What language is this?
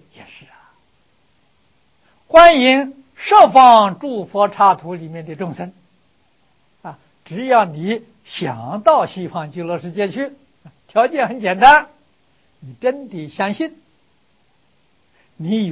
Chinese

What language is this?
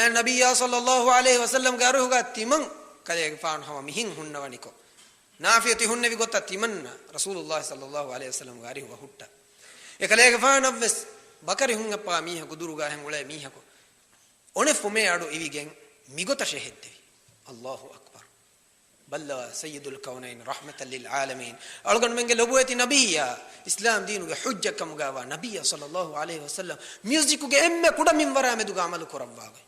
Divehi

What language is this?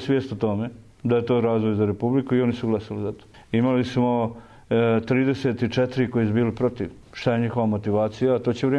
Croatian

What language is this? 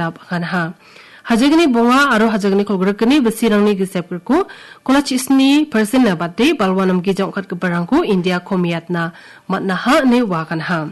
Garo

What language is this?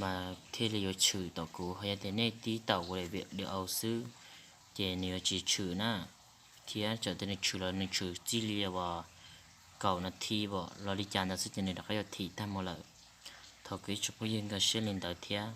Hmong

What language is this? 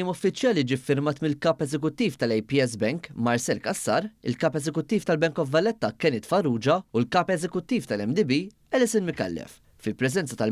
Maltese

